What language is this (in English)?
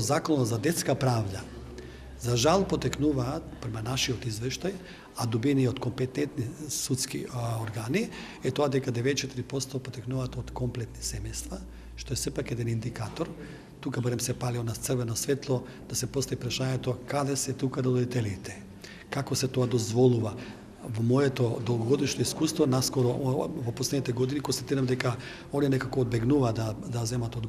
Macedonian